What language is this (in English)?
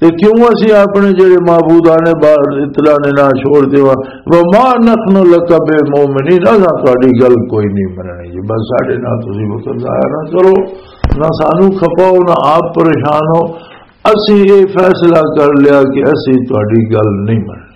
Western Panjabi